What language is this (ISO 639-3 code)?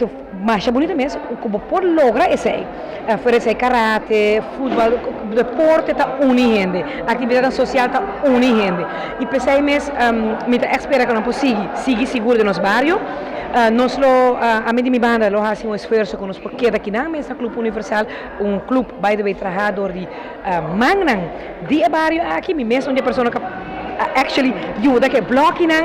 pap